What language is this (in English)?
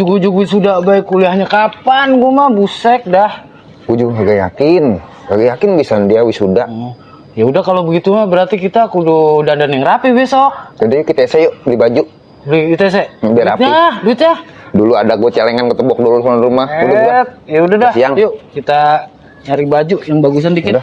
Betawi